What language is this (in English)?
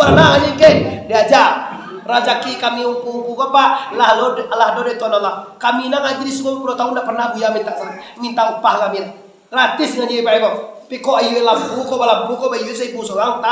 Minangkabau